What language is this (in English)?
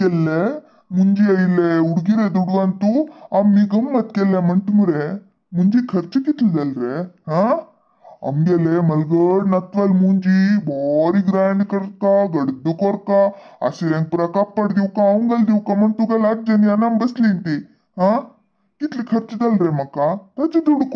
Konkani